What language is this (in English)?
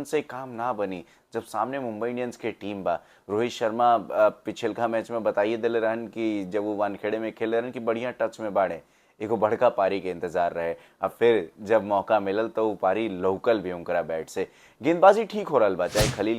Bhojpuri